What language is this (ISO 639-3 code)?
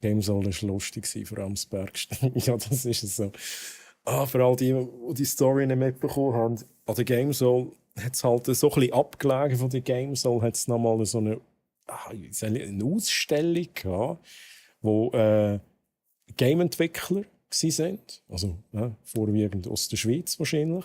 gsw